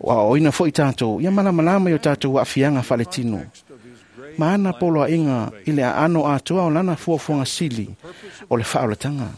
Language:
Samoan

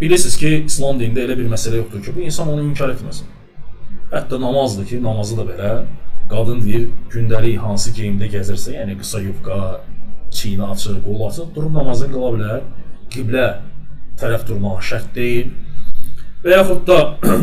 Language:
Azerbaijani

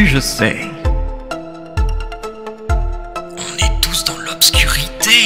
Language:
French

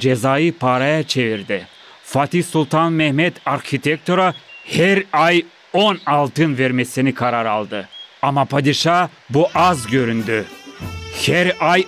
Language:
Gagauz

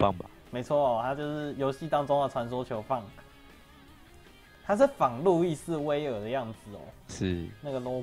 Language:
Chinese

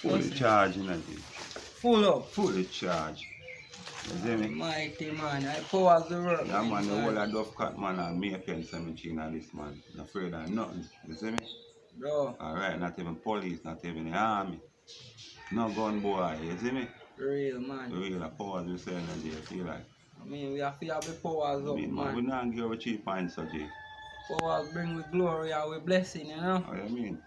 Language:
Jamaican Creole English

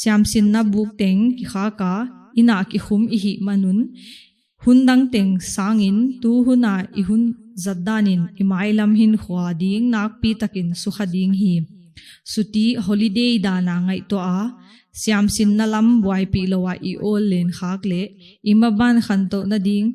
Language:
Paite Chin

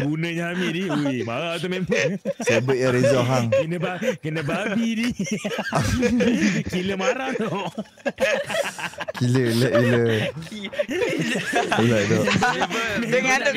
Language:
Malay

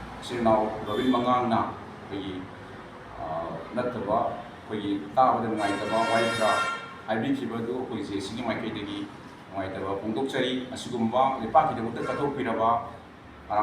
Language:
Manipuri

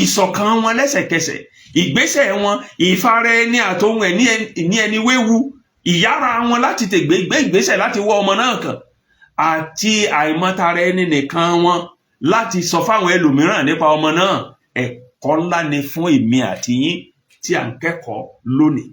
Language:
Yoruba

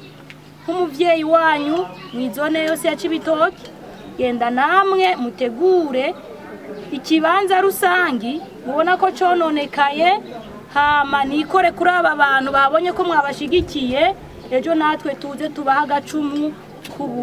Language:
Rundi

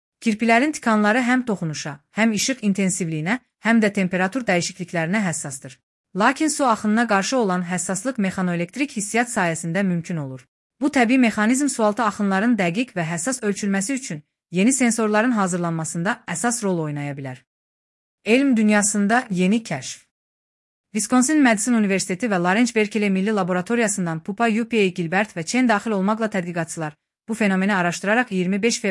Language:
Azerbaijani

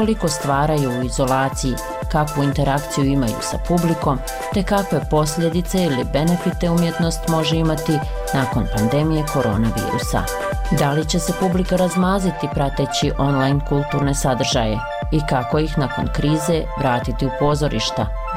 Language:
Bosnian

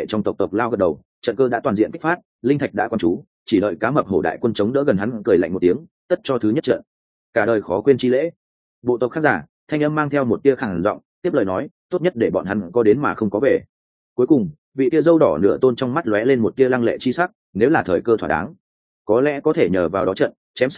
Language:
Vietnamese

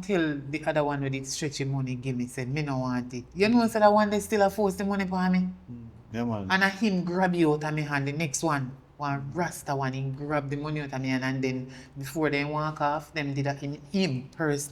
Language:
Jamaican Creole English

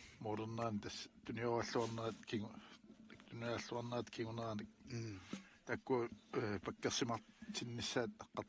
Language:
Kalaallisut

